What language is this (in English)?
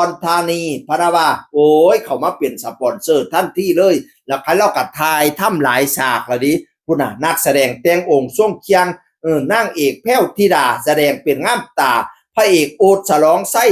Northeastern Thai